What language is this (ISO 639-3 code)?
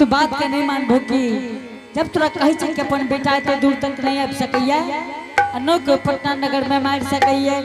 anp